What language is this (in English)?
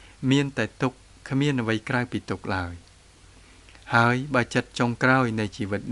Khmer